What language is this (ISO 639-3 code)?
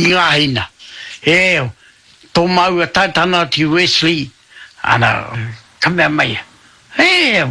mri